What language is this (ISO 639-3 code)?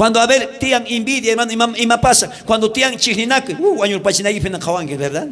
quh